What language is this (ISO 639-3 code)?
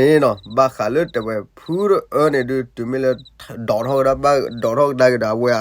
ksw